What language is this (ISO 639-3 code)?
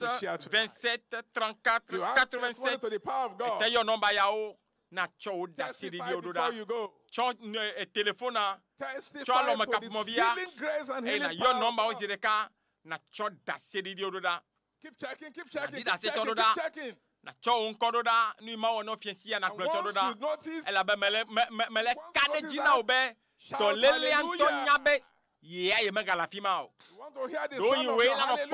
ewe